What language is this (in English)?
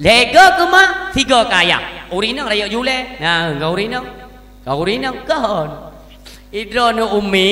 Achinese